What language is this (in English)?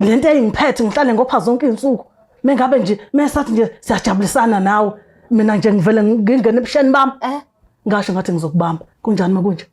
Zulu